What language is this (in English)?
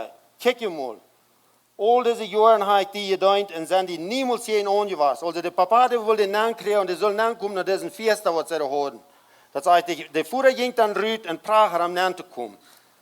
Plautdietsch